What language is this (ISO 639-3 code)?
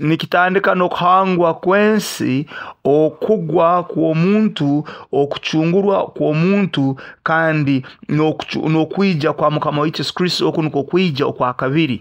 nyo